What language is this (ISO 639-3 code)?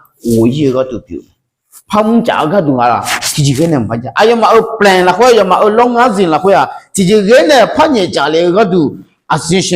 ahk